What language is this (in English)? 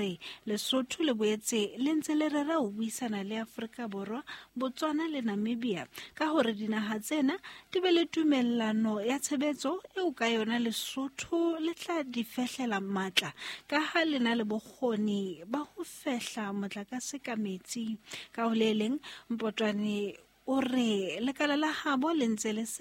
Southern Sotho